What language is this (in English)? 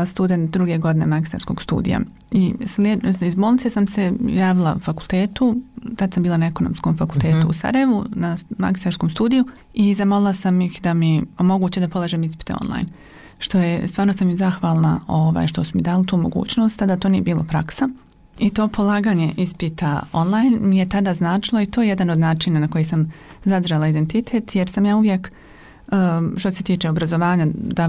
Bosnian